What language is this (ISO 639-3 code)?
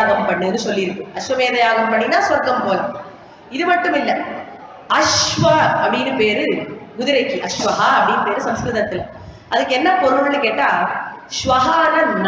tam